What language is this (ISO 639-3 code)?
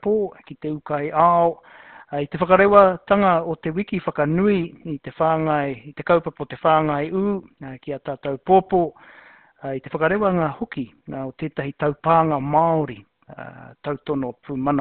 mri